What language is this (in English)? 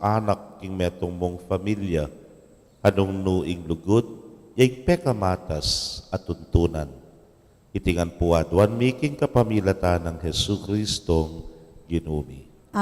Pampanga